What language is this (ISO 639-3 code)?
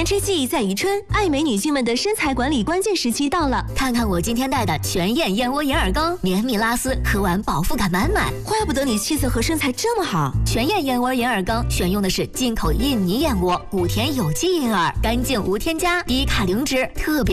zho